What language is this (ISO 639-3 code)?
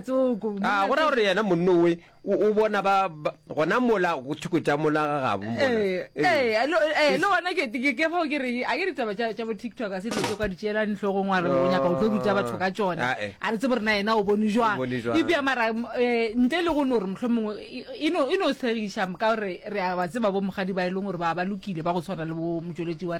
nso